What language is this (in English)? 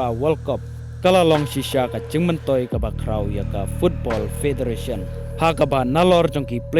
Khasi